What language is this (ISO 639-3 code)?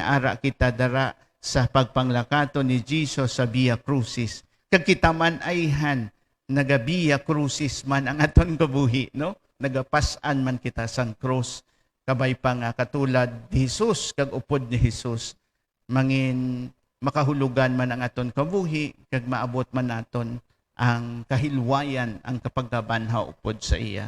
hil